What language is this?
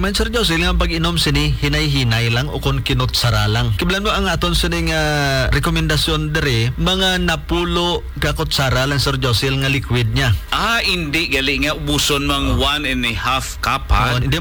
Hiligaynon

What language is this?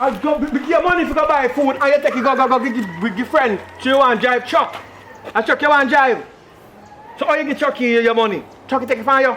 Jamaican Creole English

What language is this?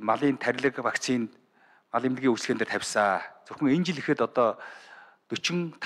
Mongolian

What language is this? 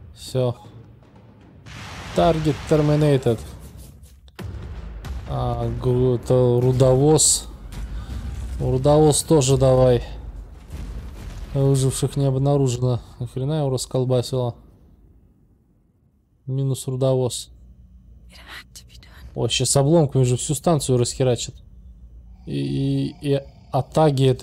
Russian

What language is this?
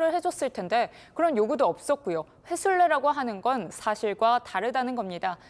Korean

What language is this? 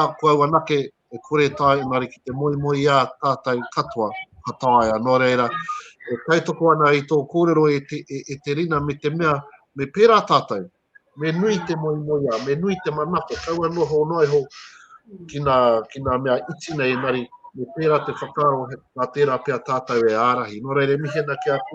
Māori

